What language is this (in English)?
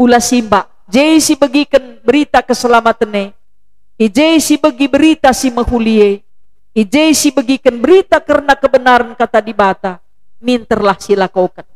Batak Karo